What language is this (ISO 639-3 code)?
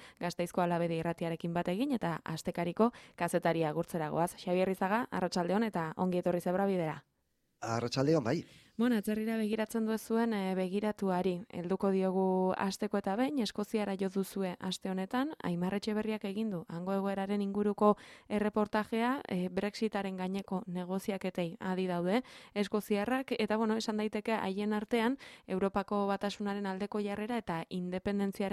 eus